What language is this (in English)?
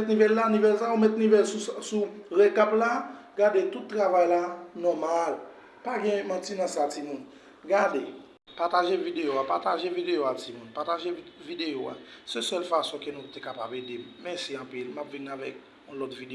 Haitian Creole